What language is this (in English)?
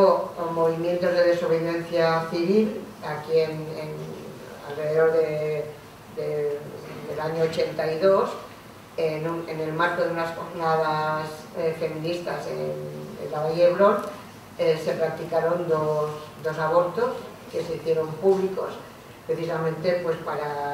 Spanish